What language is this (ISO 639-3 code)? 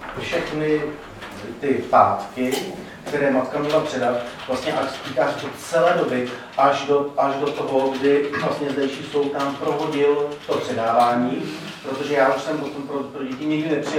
ces